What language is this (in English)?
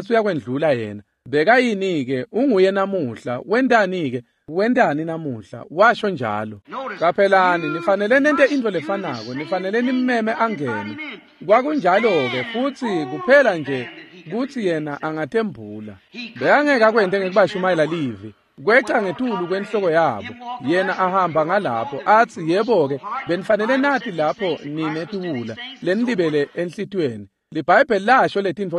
Swati